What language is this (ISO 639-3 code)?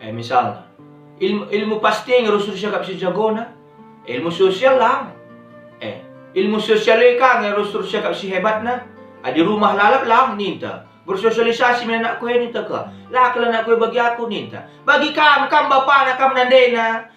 btx